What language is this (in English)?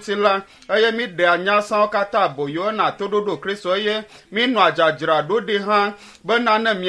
Ewe